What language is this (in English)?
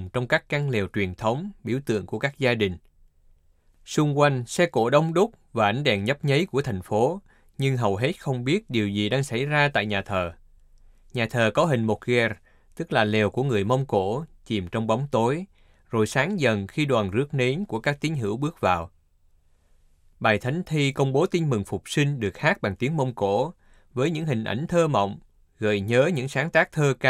Vietnamese